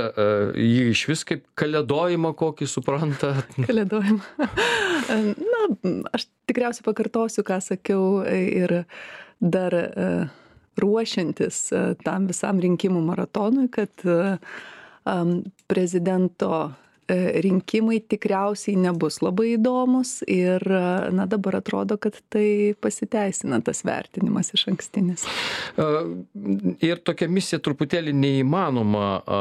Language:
Lithuanian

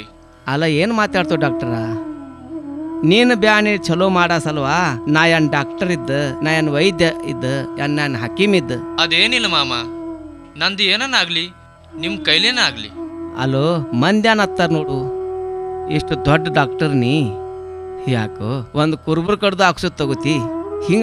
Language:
Kannada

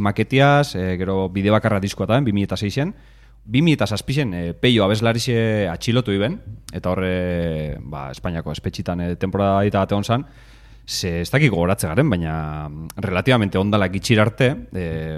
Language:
Basque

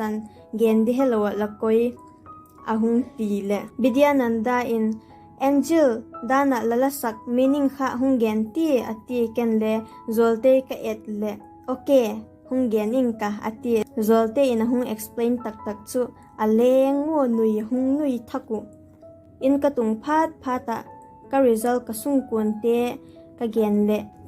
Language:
Vaiphei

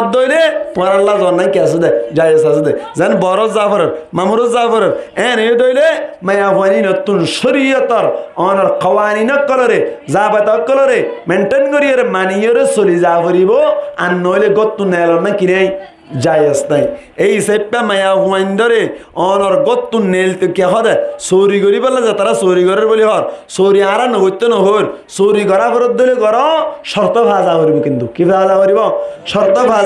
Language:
Rohingya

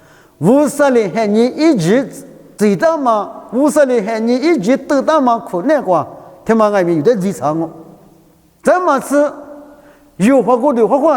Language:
Lisu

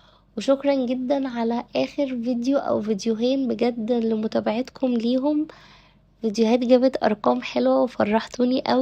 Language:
Egyptian Arabic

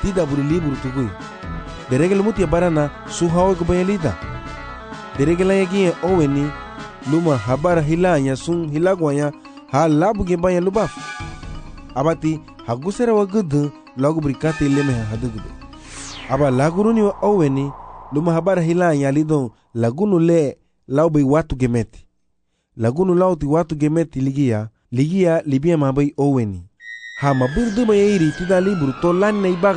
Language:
Garifuna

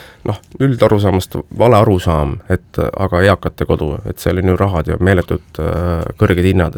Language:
Estonian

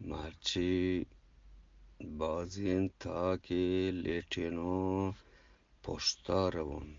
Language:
Eastern Balochi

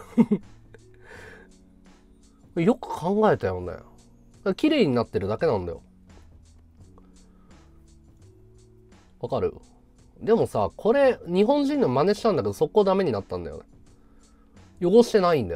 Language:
Japanese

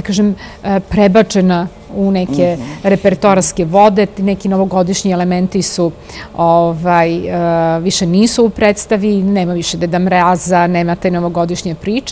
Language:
Serbian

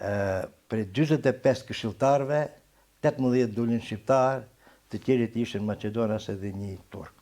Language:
Albanian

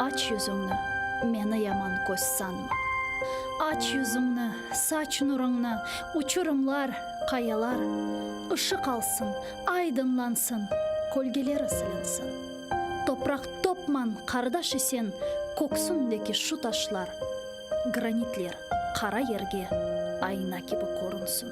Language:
Crimean Tatar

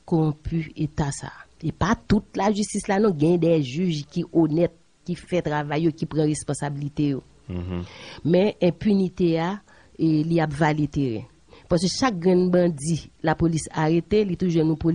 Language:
Haitian Creole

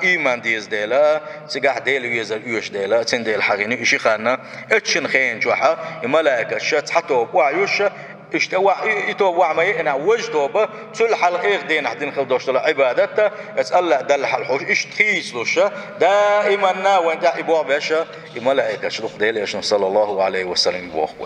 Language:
Chechen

